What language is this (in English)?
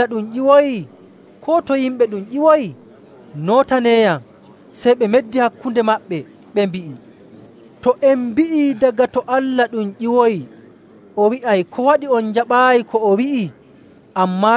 Nigerian Fulfulde